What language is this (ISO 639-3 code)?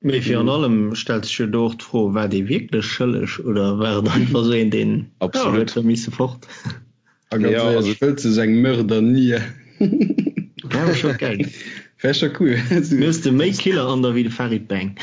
ltz